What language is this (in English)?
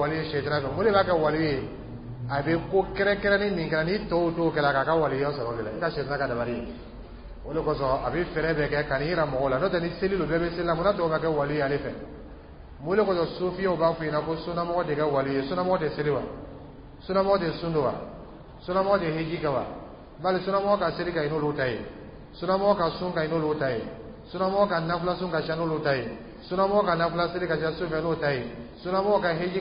Dyula